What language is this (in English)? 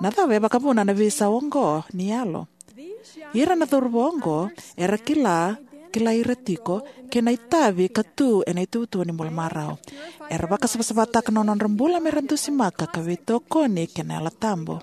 Fijian